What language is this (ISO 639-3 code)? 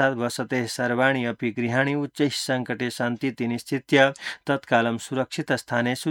san